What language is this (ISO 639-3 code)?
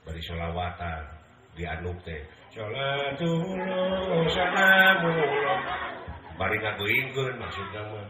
sun